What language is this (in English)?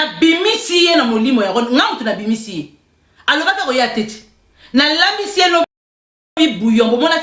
Lingala